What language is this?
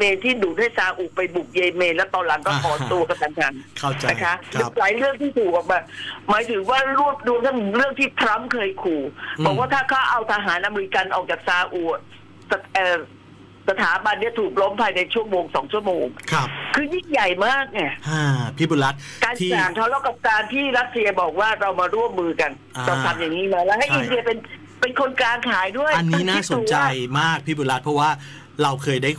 Thai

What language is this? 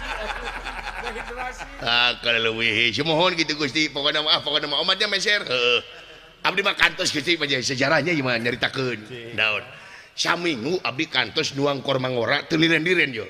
Sundanese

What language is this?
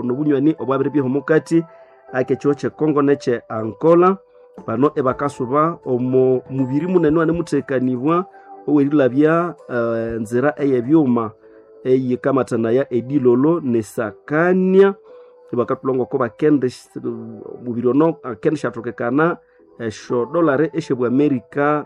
Nande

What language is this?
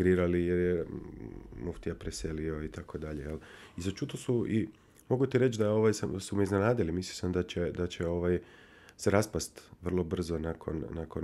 Bosnian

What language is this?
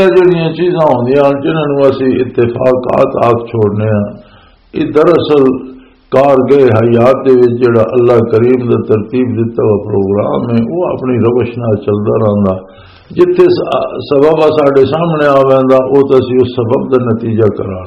Western Panjabi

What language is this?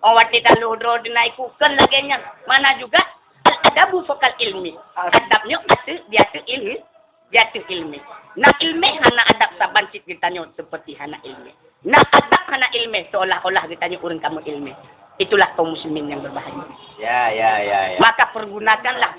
Achinese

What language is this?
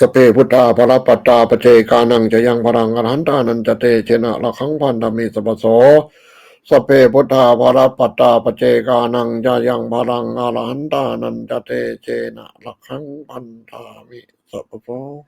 Pali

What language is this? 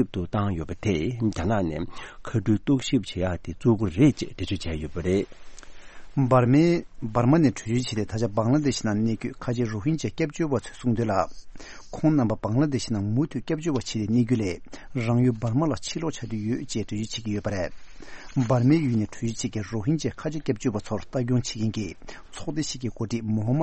Tibetan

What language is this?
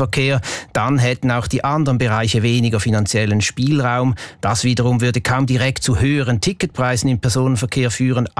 German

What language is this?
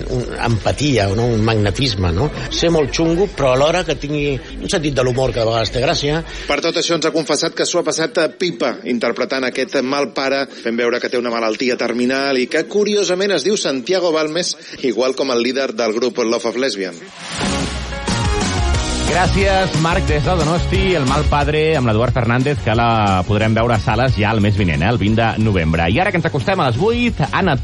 Catalan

